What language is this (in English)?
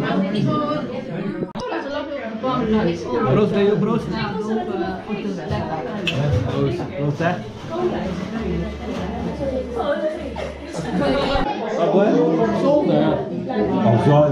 Dutch